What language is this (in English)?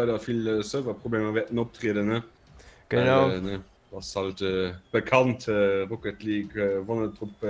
Luxembourgish